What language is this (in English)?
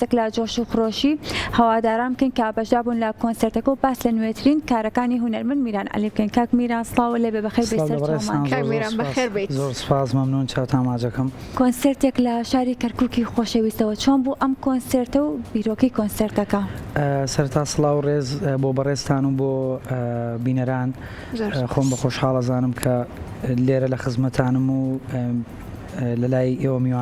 Central Kurdish